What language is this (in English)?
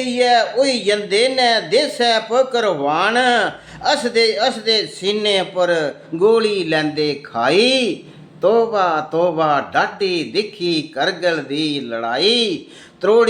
Dogri